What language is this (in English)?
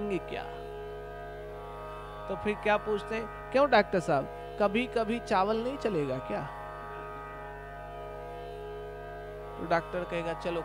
Hindi